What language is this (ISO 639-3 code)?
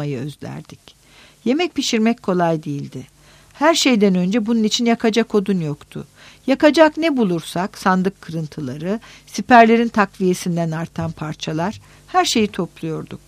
tur